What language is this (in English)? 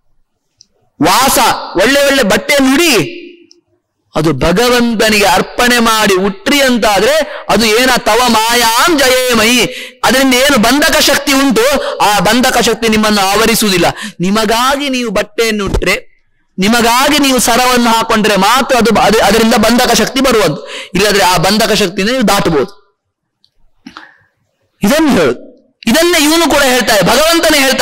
Kannada